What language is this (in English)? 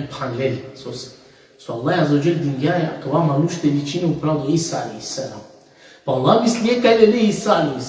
Balkan Romani